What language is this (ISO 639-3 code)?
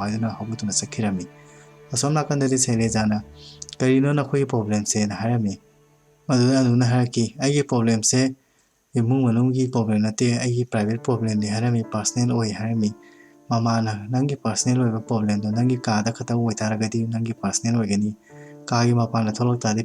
mni